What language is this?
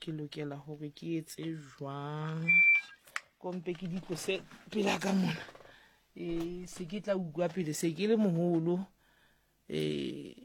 Southern Sotho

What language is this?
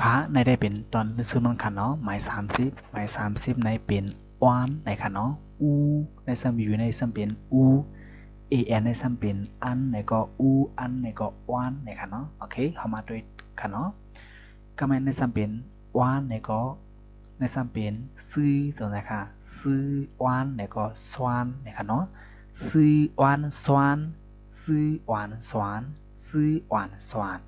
Shan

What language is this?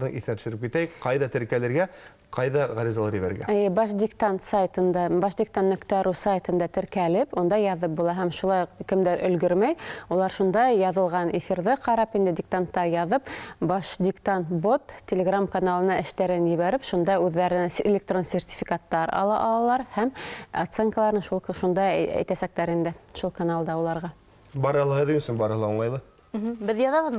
Bashkir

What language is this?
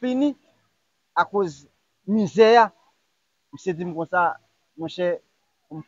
Haitian Creole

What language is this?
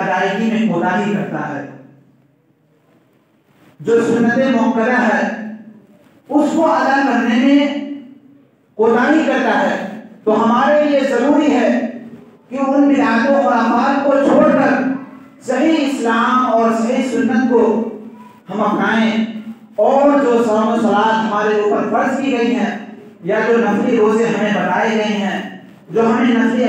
Urdu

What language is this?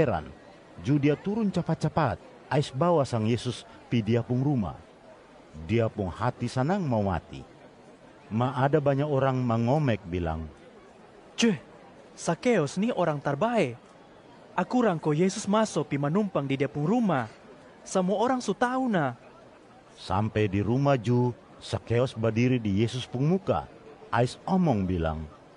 Kupang Malay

